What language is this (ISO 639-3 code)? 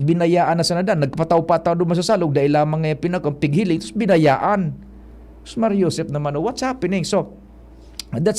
bik